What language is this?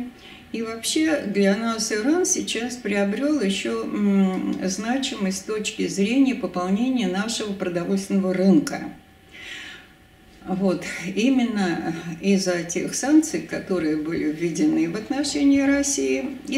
Russian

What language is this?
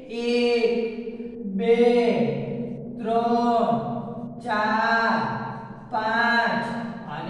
Gujarati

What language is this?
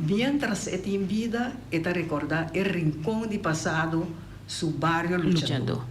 Papiamento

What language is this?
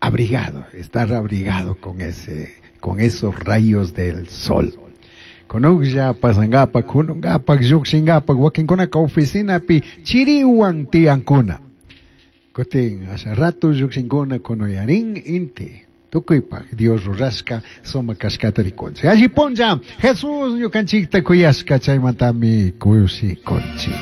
Chimborazo Highland Quichua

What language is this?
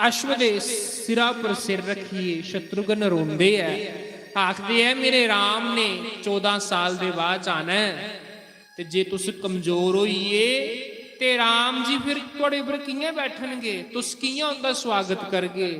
Dogri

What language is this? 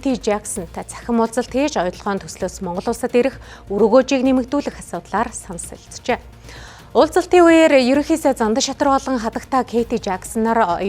Mongolian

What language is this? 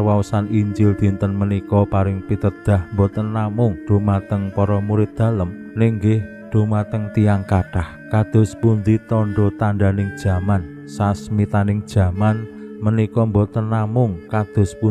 Javanese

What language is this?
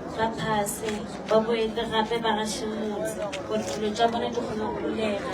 Northern Sotho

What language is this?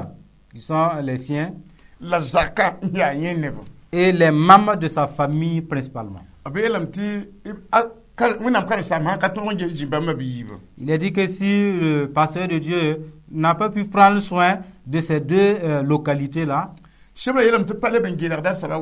Mossi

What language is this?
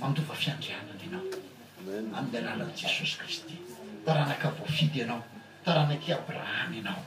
Malagasy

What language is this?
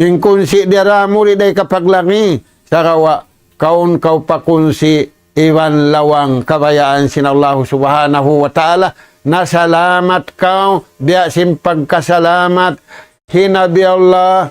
Tausug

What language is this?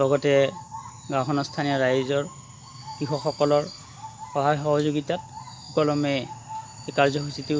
Assamese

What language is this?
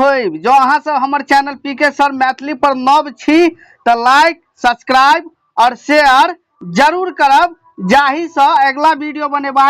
Maithili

